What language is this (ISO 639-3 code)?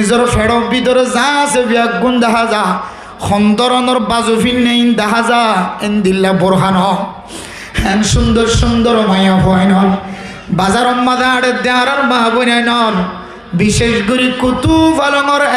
rhg